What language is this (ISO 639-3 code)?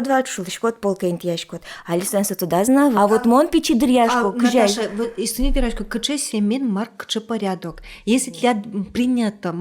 udm